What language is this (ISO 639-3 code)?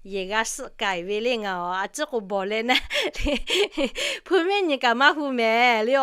lhu